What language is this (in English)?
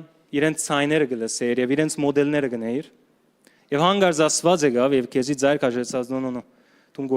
Western Armenian